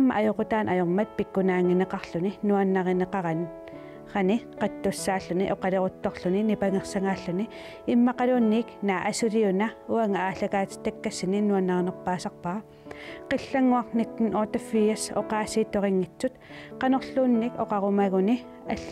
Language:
Kalaallisut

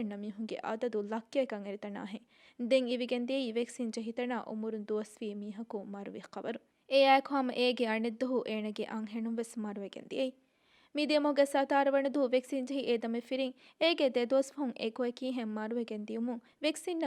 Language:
Divehi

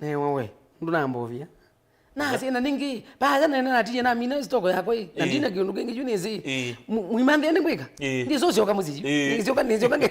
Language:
Kamba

